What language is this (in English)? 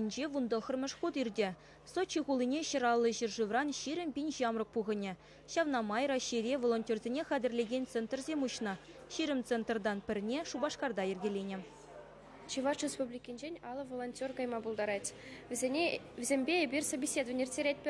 Chuvash